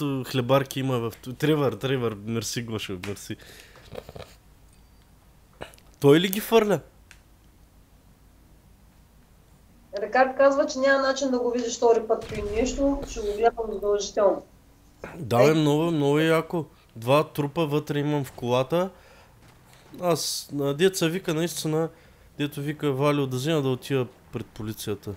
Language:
Bulgarian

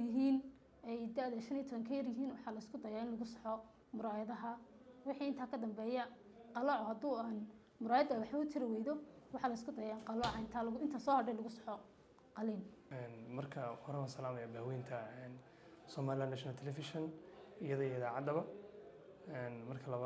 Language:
Somali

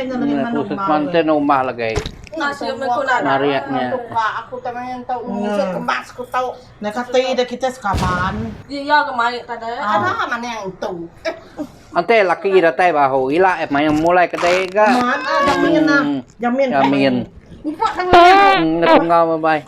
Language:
Iban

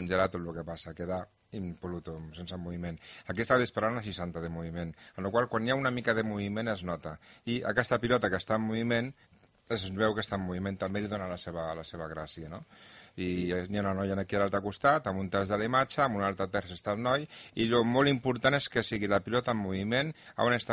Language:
Catalan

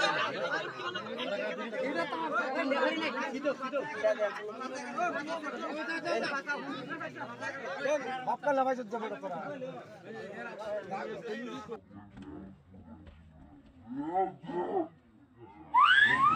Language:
Bangla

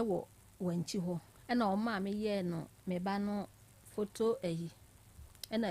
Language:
Akan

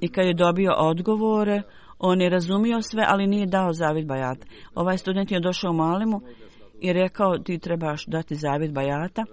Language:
Bosnian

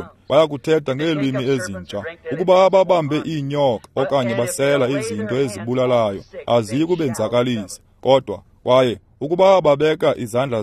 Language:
Xhosa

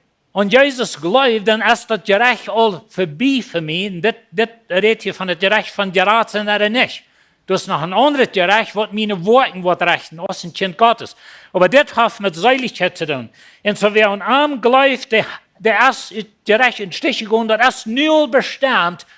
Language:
Plautdietsch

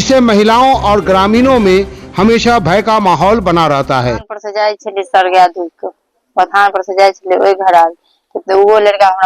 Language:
Maithili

